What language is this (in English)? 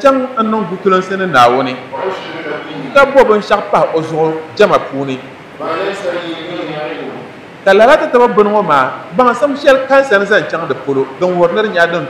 Dagbani